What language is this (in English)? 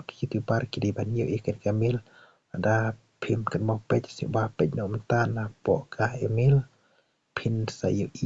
Khasi